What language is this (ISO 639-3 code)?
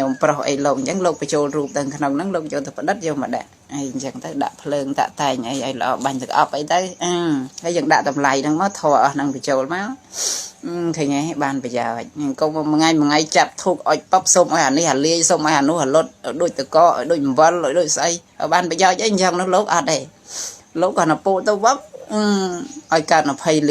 khm